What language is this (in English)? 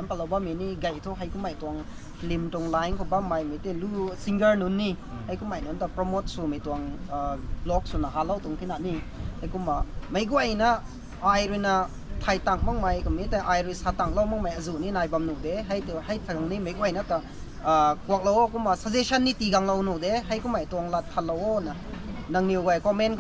Rongmei Naga